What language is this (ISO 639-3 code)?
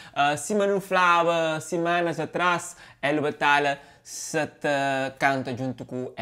kea